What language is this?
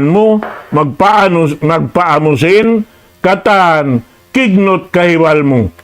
Tausug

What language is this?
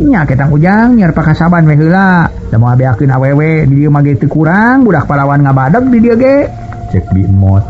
Sundanese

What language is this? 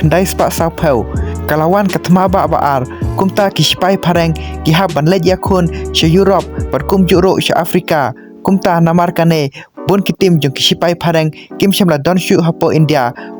Khasi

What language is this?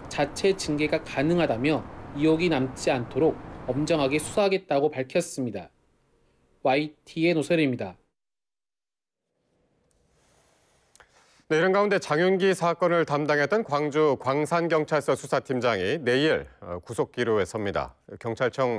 Korean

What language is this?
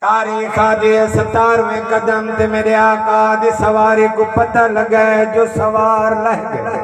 Saraiki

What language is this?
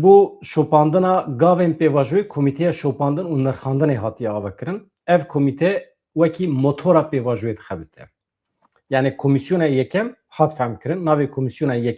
Kurdish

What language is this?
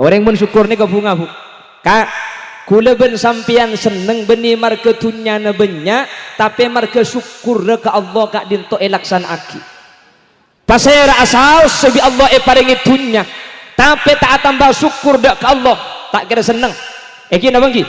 Madurese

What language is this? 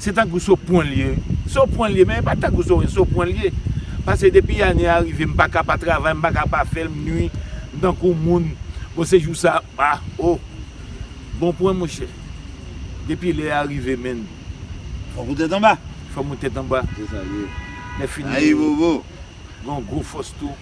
Haitian Creole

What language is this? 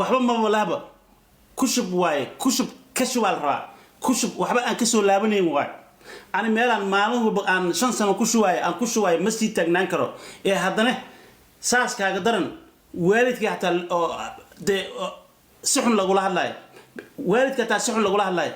Somali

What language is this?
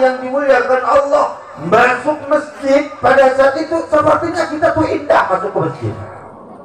Indonesian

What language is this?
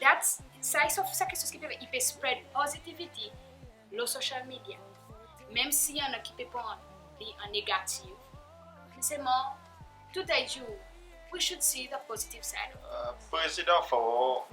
Seselwa Creole French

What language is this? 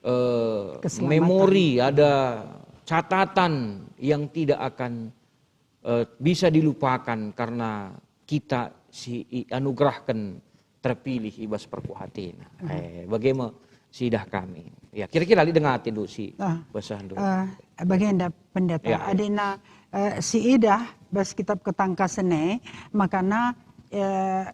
Batak Karo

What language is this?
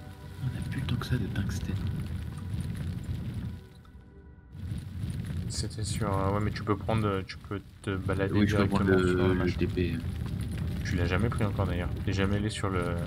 French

